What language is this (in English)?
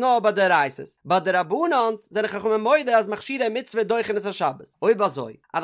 Yiddish